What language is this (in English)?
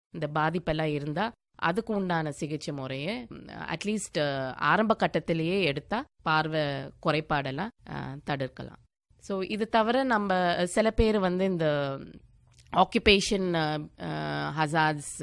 Tamil